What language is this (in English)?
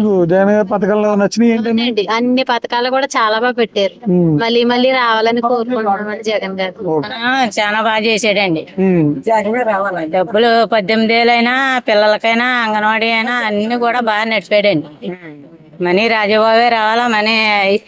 Telugu